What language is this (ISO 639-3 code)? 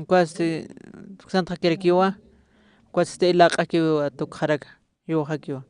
aym